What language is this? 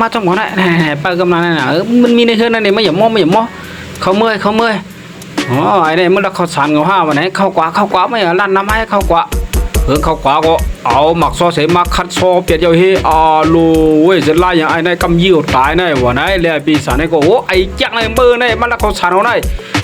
Shan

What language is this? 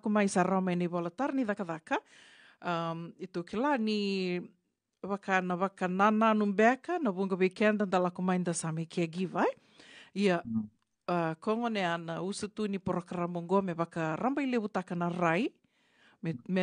Fijian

